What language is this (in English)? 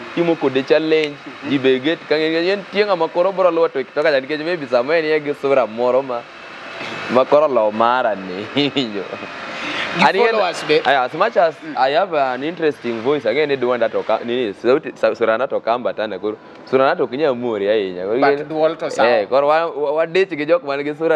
Luo (Kenya and Tanzania)